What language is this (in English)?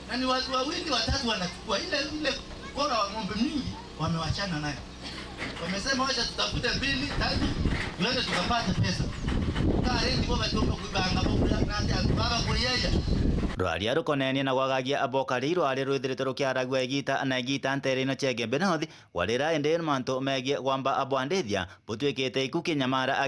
Meru